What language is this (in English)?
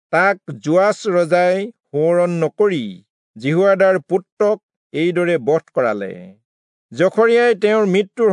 Assamese